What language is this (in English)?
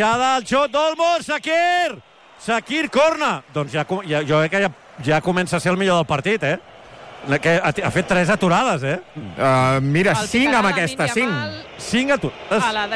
Catalan